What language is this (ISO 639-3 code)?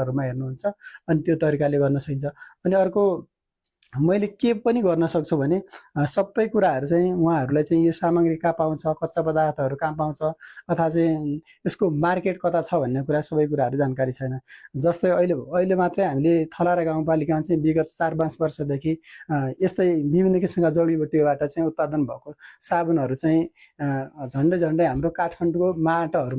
nep